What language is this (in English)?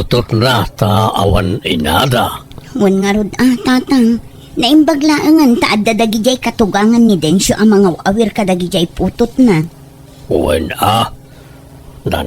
Iloko